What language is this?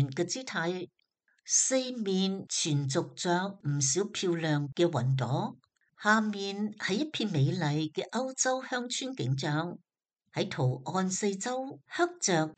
Cantonese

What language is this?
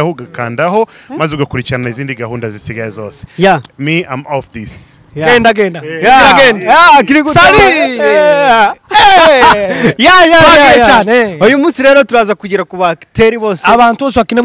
Kinyarwanda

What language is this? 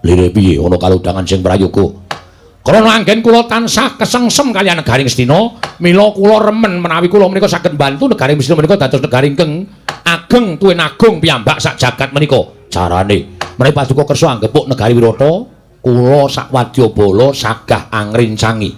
Javanese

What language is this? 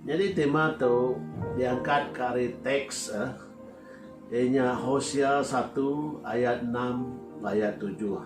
Iban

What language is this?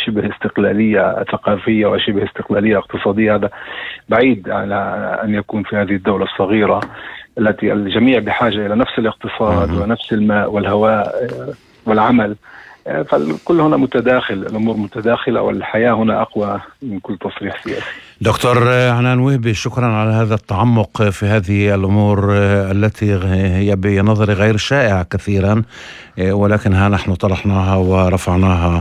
North Levantine Arabic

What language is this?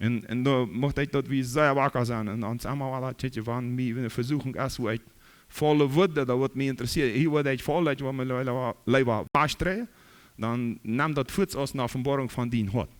Plautdietsch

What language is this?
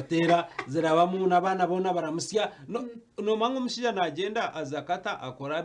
Nyankole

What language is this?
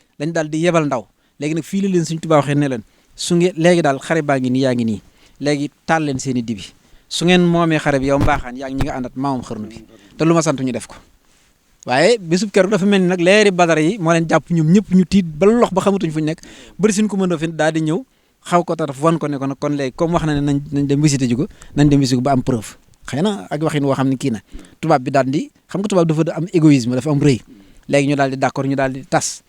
Wolof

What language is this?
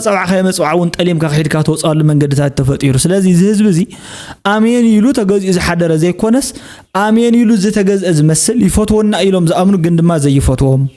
Tigrinya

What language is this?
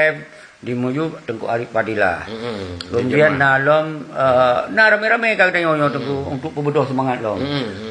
Achinese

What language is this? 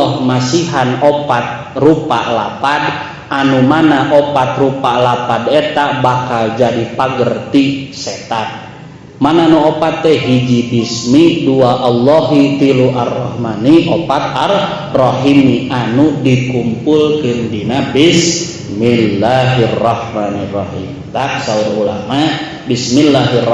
Sundanese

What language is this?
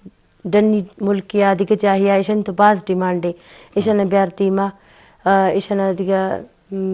Baluchi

